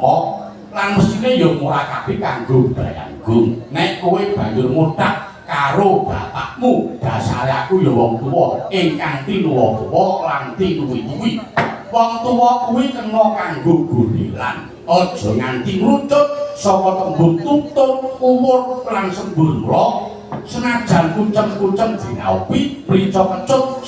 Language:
Javanese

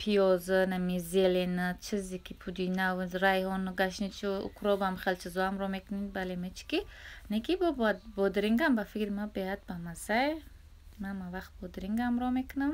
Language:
Tajik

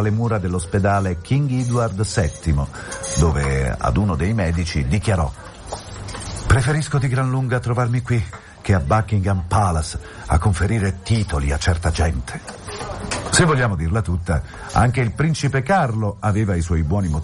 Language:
Italian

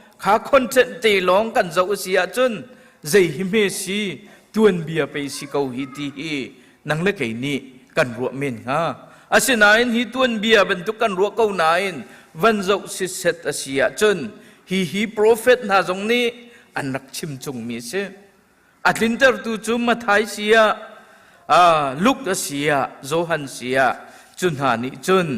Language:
Hakha Chin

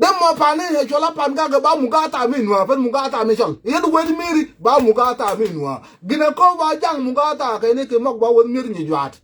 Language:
Nuer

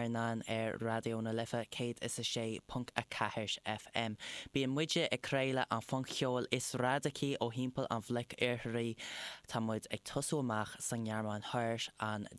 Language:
Irish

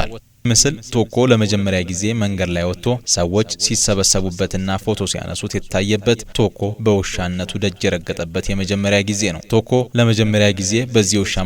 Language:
Amharic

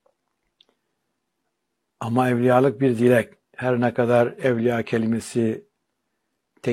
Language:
Turkish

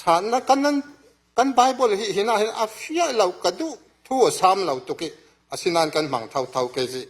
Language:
Falam Chin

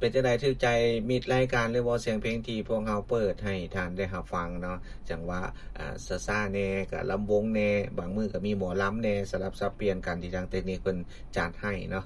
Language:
Lao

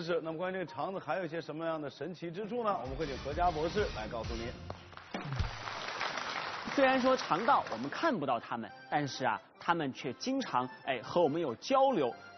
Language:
Chinese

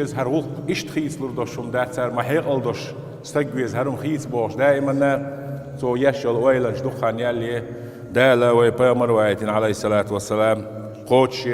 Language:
Chechen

